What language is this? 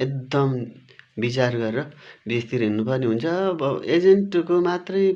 Nepali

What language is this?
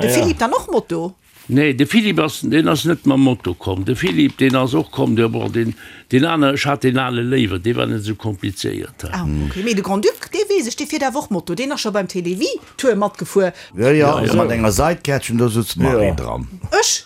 Luxembourgish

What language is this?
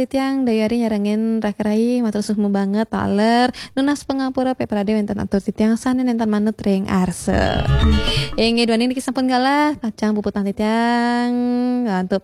Balinese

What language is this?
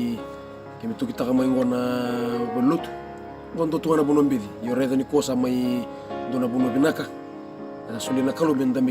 Fijian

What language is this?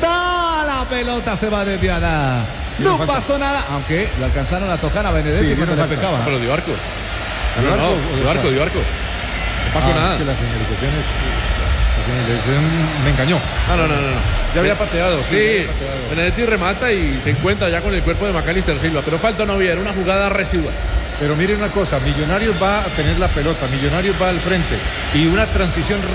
Spanish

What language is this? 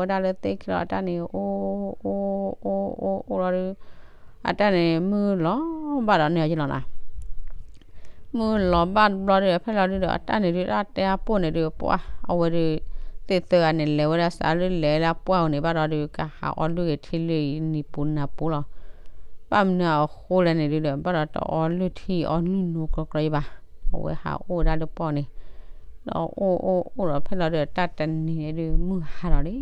S'gaw Karen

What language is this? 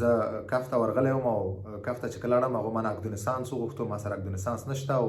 Pashto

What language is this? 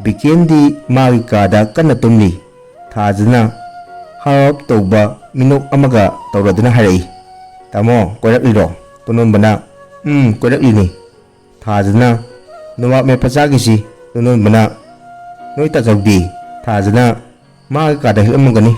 Manipuri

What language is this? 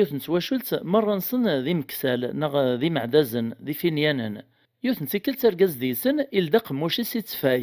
Kabyle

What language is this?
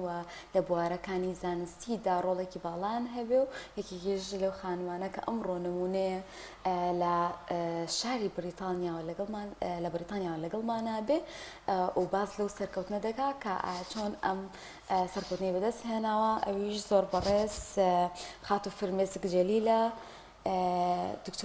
Central Kurdish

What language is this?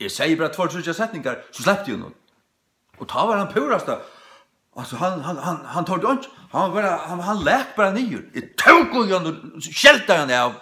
Faroese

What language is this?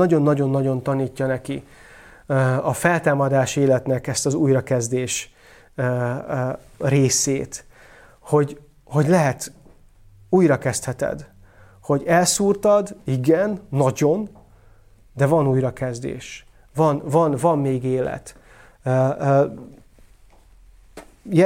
Hungarian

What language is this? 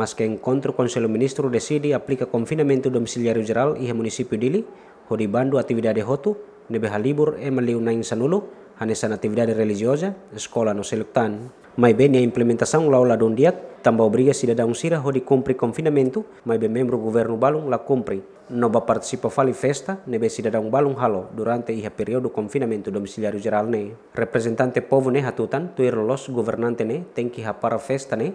Tetum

